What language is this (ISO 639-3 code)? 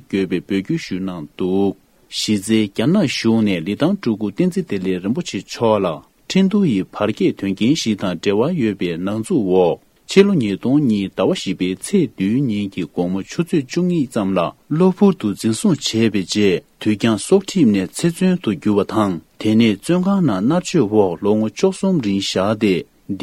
bod